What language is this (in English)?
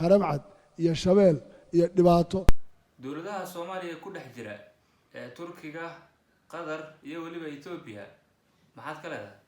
Somali